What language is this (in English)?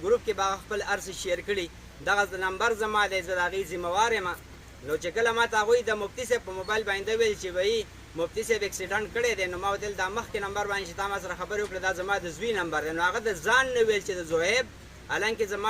Pashto